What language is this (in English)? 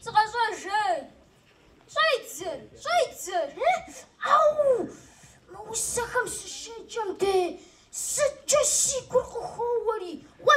Kabardian